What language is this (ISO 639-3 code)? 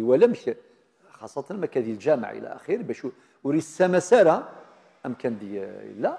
kab